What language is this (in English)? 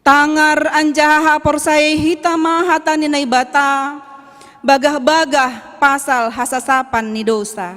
Batak Simalungun